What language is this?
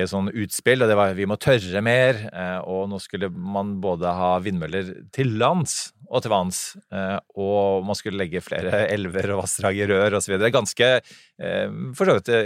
Norwegian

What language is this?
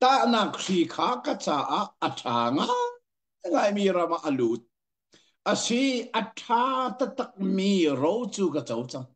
Hakha Chin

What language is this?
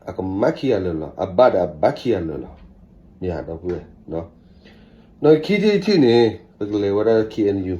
S'gaw Karen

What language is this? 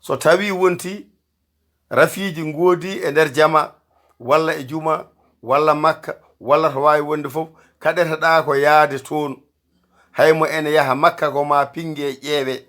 Fula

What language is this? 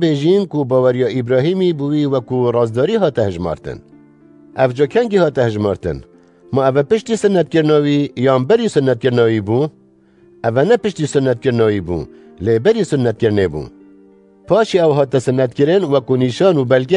Kurdish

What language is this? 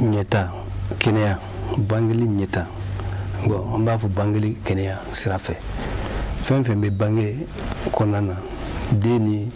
Bambara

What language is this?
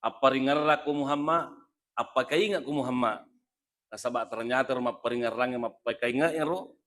Buginese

